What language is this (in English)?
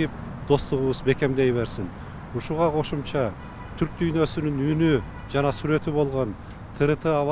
Kyrgyz